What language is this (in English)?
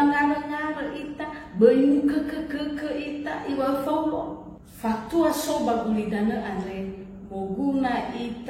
Nias